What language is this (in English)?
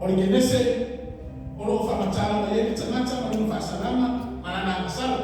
Samoan